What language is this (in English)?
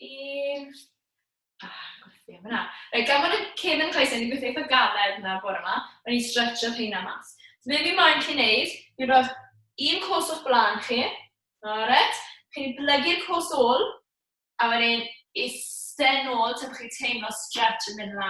Welsh